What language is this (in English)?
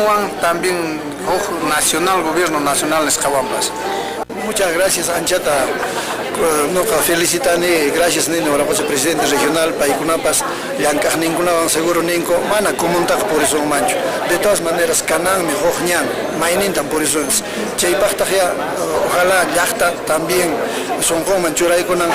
Quechua